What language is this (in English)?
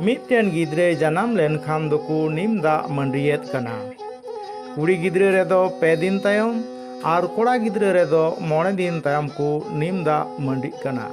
Santali